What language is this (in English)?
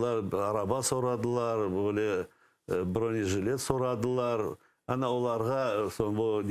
Crimean Tatar